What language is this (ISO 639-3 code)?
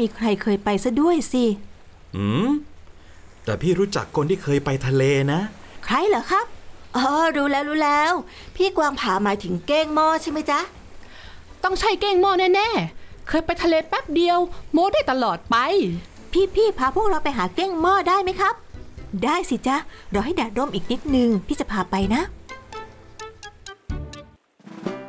tha